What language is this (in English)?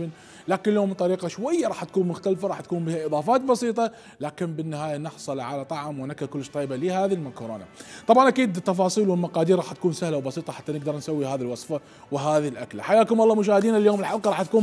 Mesopotamian Arabic